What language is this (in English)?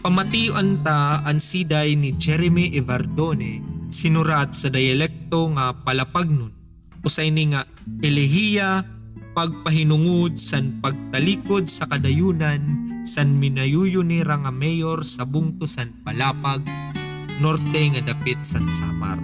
Waray